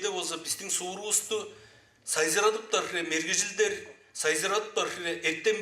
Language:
Tuvinian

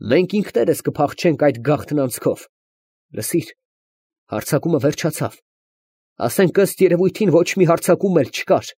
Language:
Armenian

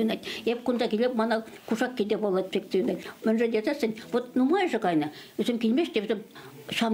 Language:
Chuvash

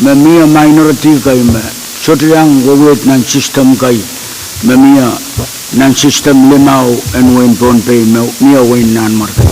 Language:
Pohnpeian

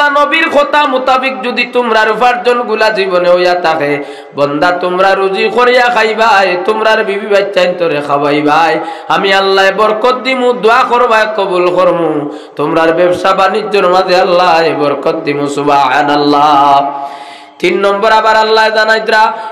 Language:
Sylheti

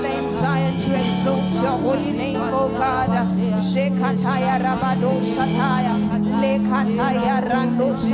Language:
Swahili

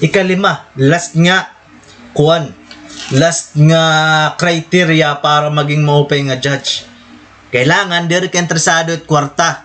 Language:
Waray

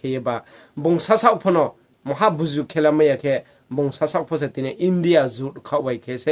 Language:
Riang (India)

